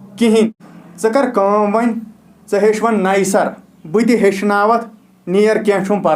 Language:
Kashmiri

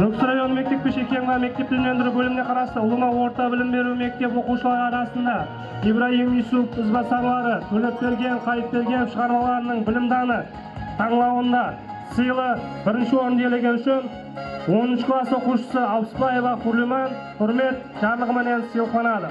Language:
Kara-Kalpak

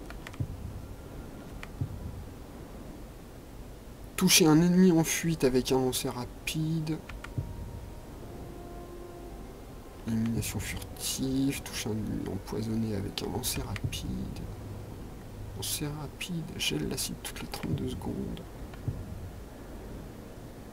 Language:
French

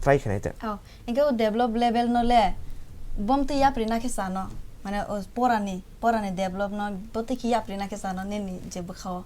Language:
Kok Borok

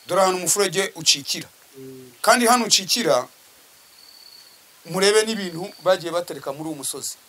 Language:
Kinyarwanda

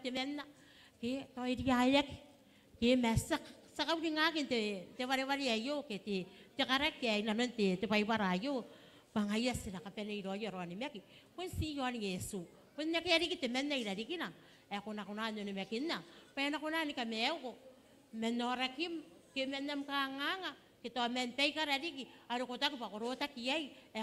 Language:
Gilbertese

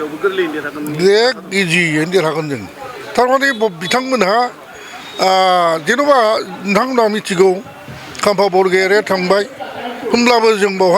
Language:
Bodo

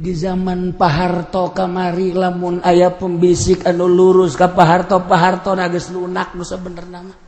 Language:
Sundanese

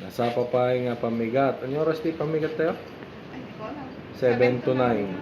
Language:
Iloko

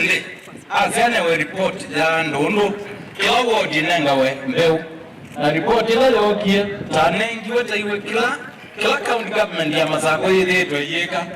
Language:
Kamba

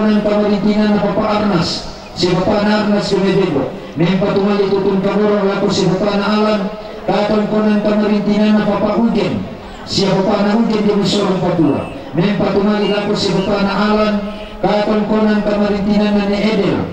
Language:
Toraja-Sa'dan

